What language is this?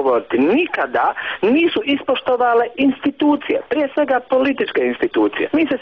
Bosnian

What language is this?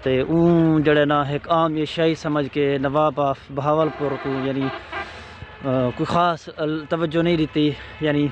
Saraiki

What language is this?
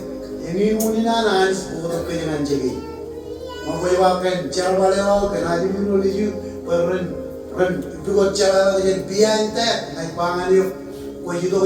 Marshallese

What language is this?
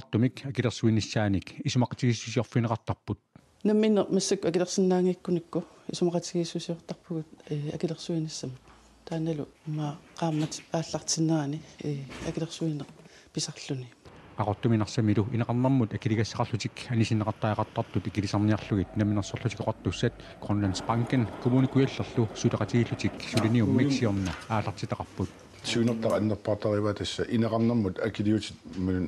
Kalaallisut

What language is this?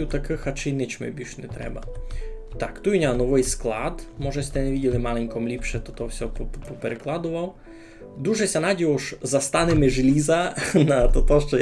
Rusyn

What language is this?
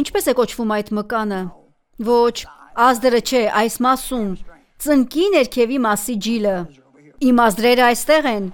Armenian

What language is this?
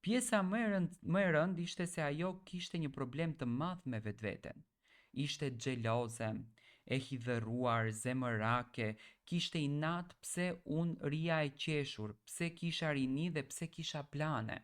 Albanian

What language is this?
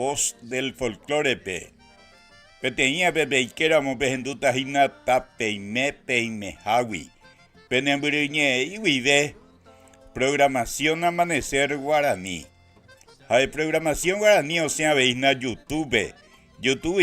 Guarani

